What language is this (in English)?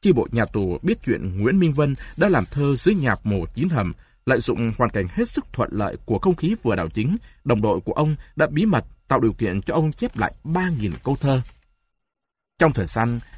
Vietnamese